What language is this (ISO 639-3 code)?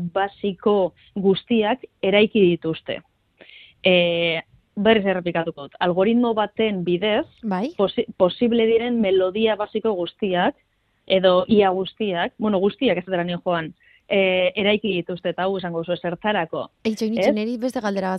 eus